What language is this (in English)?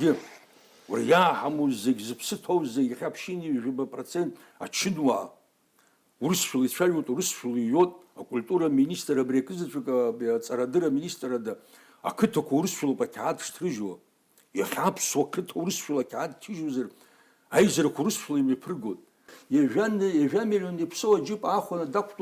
Abkhazian